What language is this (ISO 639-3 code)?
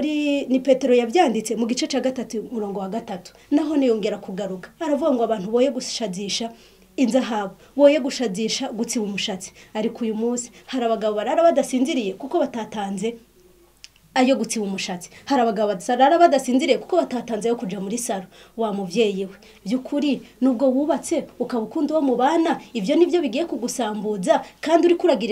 run